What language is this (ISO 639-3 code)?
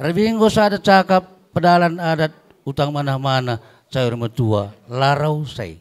btx